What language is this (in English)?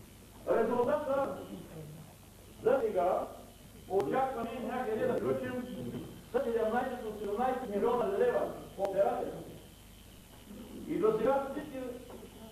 Bulgarian